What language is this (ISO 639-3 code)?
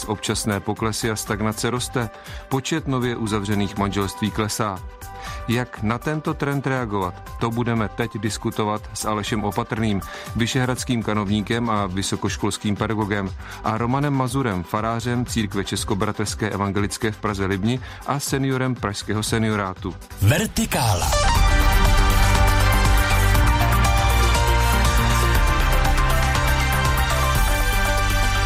ces